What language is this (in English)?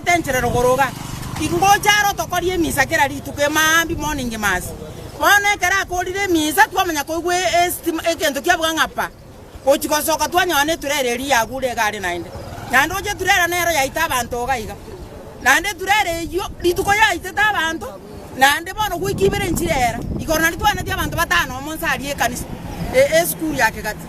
Gusii